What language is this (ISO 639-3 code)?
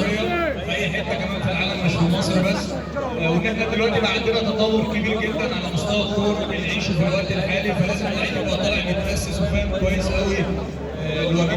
arz